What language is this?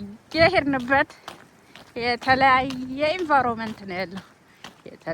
Amharic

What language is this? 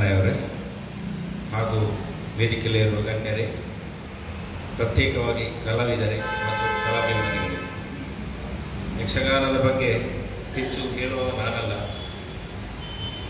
Kannada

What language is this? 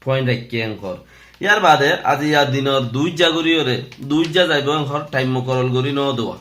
Rohingya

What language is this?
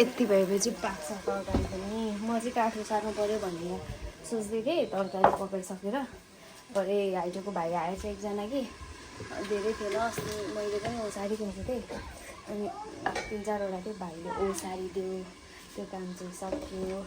Nepali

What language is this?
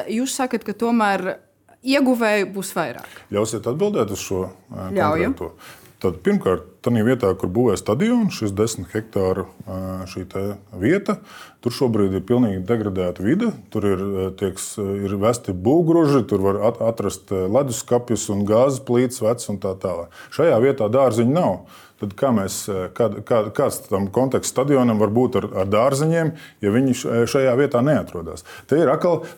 Latvian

